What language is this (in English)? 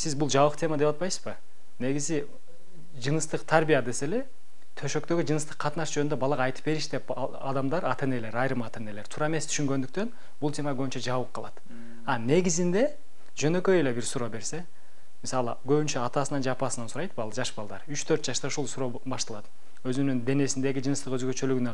Kyrgyz